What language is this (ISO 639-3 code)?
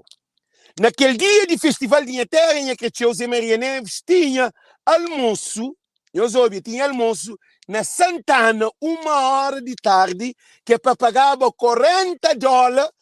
kea